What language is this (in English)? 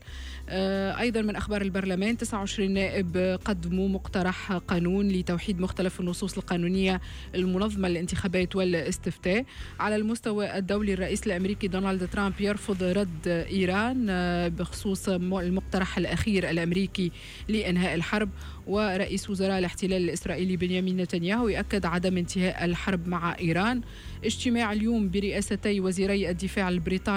Tunisian Arabic